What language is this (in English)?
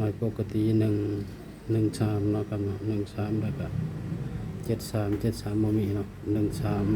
Northeastern Thai